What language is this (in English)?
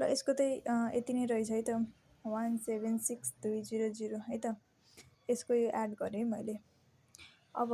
Nepali